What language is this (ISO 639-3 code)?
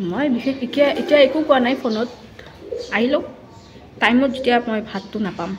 asm